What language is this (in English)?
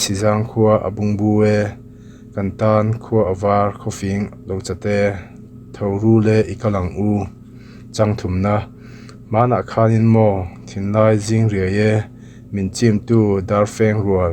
Mizo